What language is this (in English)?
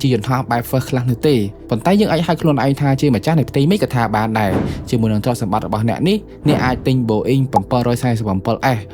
Khmer